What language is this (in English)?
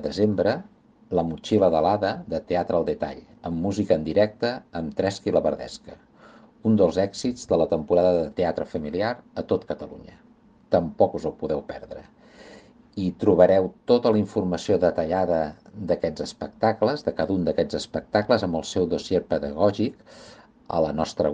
Catalan